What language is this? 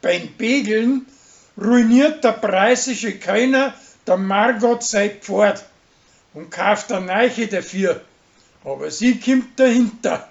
Bavarian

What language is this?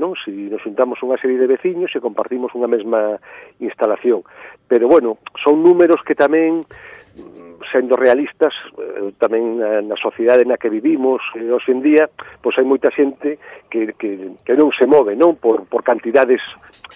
Galician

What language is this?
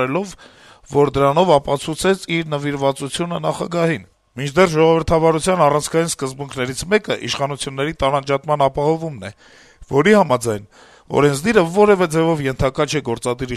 Armenian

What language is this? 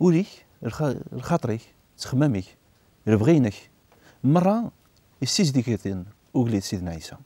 Kabyle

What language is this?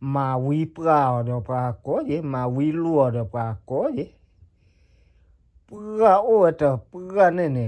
S'gaw Karen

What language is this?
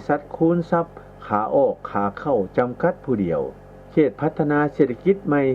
Lao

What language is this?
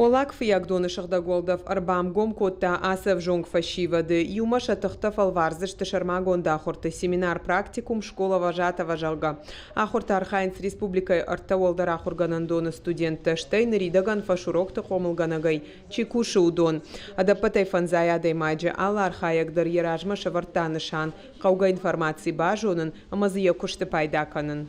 Ossetic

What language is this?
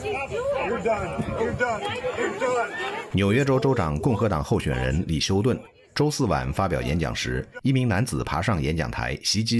Chinese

